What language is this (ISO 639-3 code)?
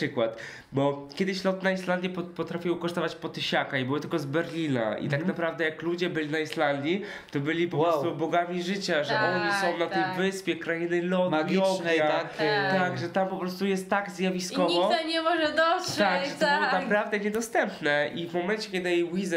pol